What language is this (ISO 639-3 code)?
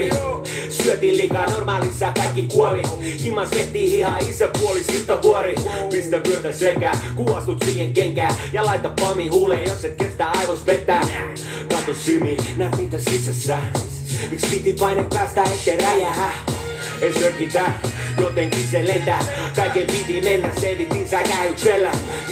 fin